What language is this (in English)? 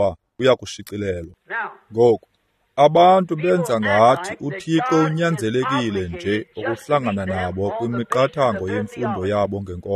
Xhosa